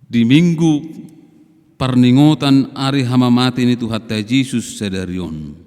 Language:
Batak Toba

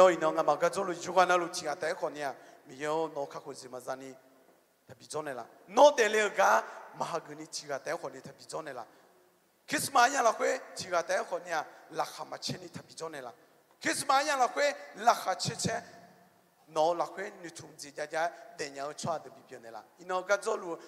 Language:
Akha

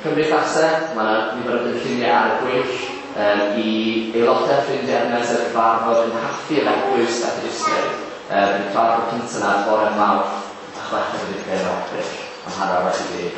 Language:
Welsh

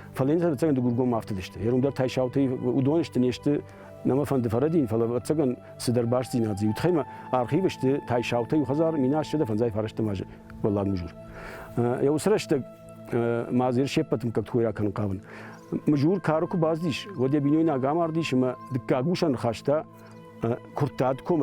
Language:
Ossetic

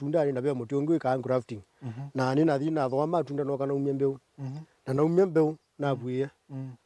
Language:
Kamba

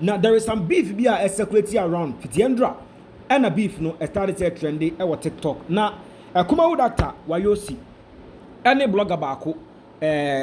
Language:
Akan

